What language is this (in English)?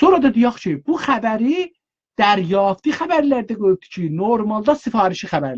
South Azerbaijani